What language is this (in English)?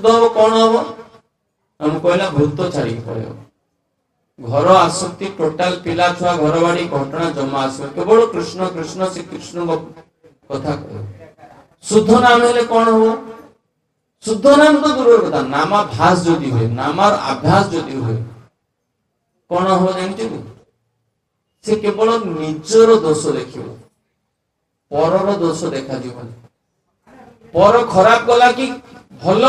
Odia